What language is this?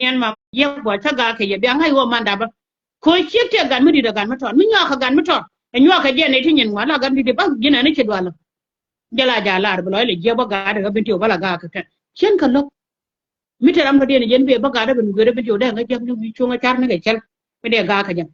Nuer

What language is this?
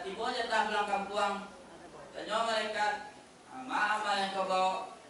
Minangkabau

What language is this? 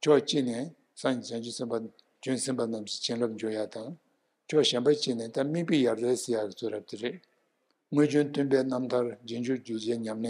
Tibetan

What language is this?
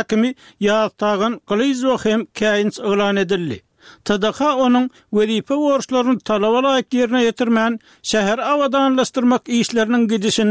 Turkmen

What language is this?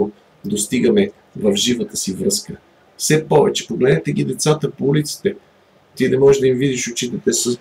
Bulgarian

